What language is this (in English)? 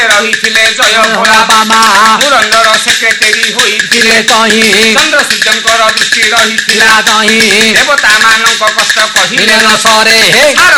Odia